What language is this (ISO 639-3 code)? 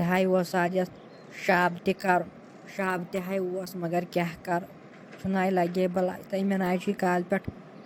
kas